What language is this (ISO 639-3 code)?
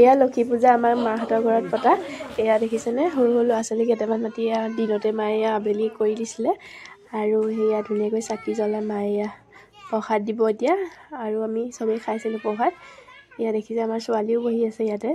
asm